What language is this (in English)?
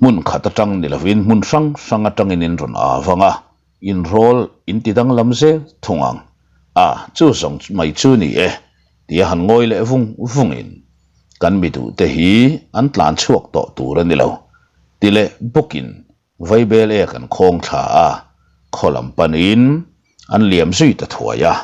Mizo